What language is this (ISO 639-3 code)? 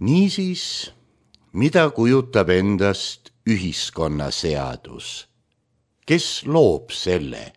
est